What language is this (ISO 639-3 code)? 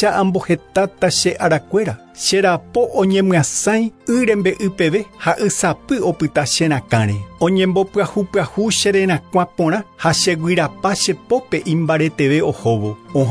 grn